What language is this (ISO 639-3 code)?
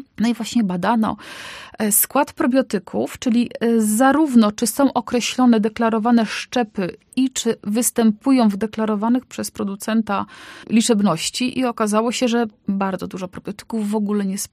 pol